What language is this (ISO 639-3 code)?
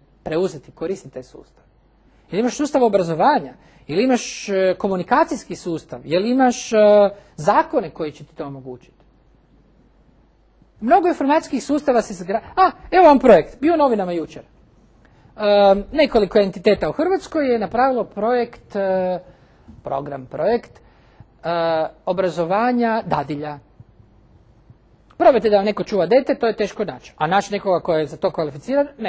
hrv